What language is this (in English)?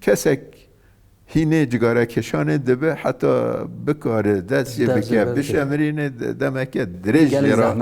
Kurdish